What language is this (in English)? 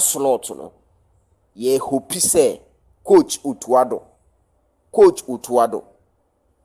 Akan